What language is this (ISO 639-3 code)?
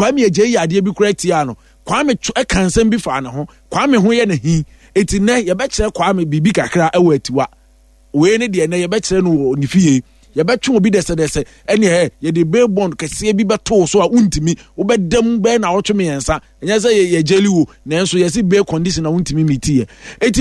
aka